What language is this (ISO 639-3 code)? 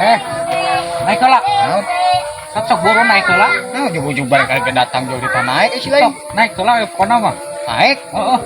sun